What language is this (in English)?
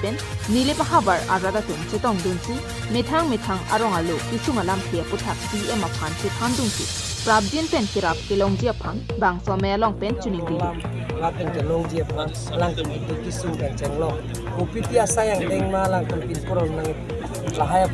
Karbi